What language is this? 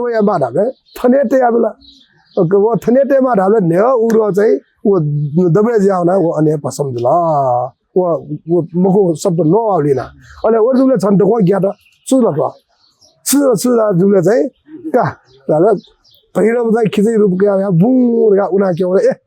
Newari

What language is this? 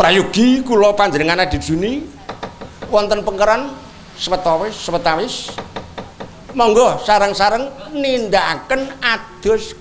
Javanese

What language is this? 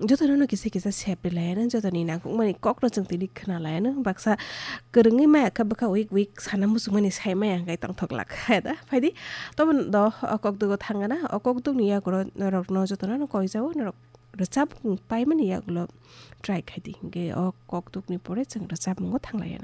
Kok Borok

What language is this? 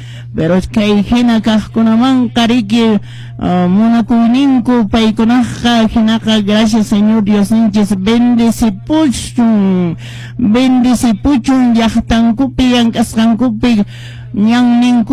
Quechua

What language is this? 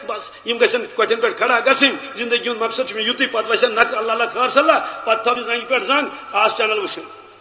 Kashmiri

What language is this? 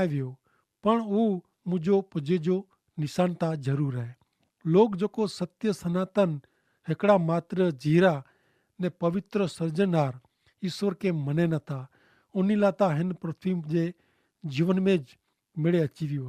Kachhi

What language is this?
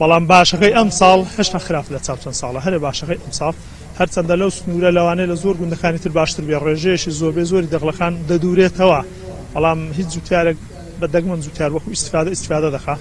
Central Kurdish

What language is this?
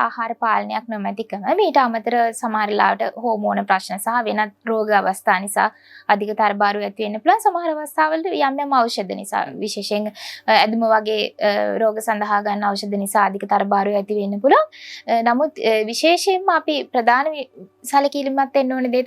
Sinhala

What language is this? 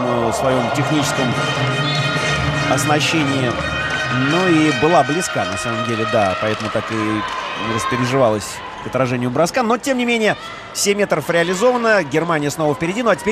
Russian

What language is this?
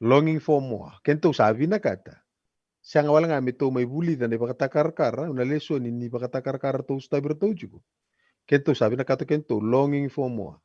Fijian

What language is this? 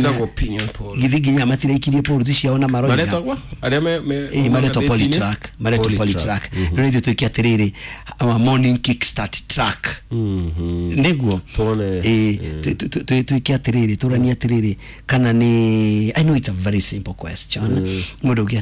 Kikuyu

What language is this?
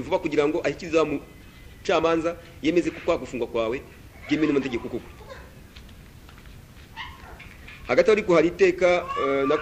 Kinyarwanda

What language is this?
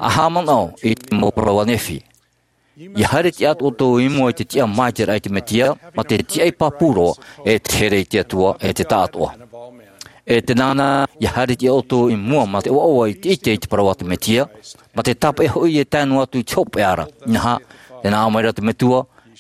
Tahitian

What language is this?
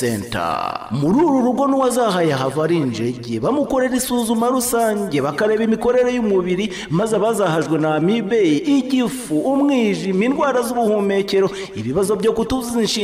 Kinyarwanda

